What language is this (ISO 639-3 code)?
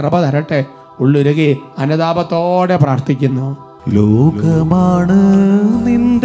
mal